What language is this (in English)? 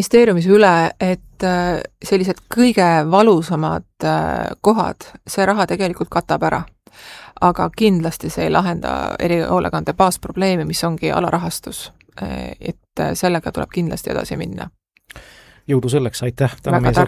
Estonian